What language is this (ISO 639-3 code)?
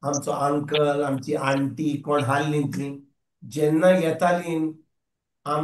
kok